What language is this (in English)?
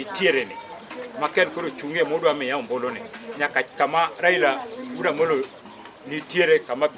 Luo (Kenya and Tanzania)